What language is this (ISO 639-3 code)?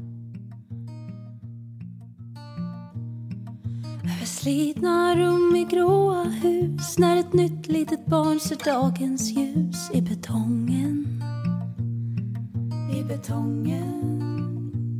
swe